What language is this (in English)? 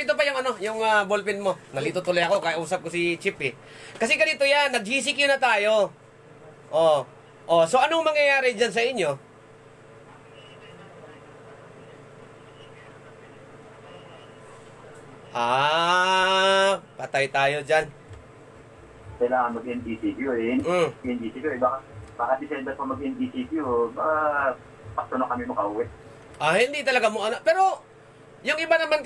Filipino